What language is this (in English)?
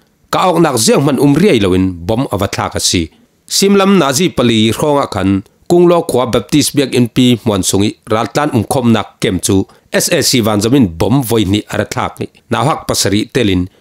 Falam Chin